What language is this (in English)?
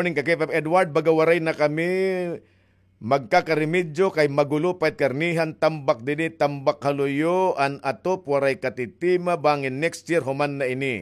Waray